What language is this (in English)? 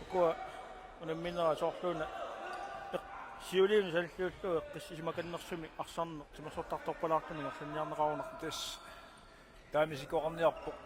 Kalaallisut